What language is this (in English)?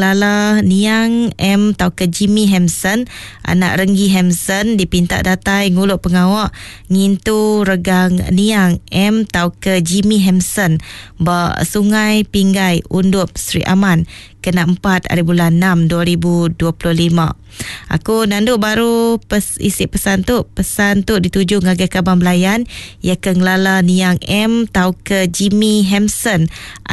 Iban